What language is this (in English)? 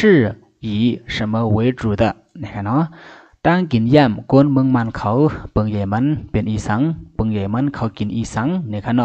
Shan